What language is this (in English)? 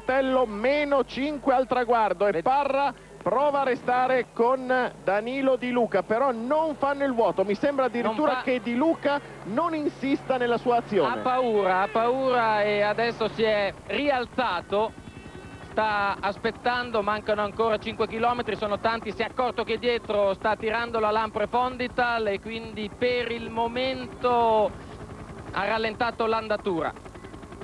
Italian